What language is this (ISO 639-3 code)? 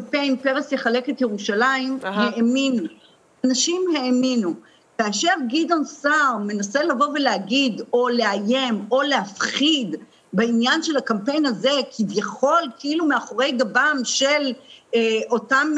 heb